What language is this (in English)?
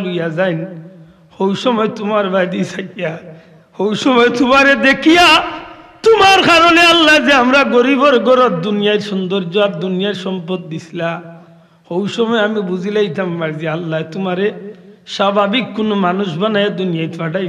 Sylheti